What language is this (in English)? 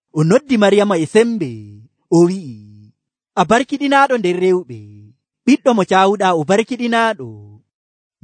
Nigerian Fulfulde